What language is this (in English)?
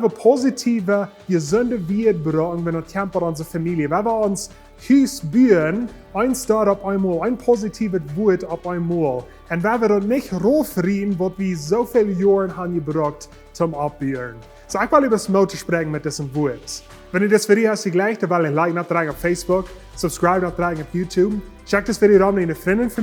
Plautdietsch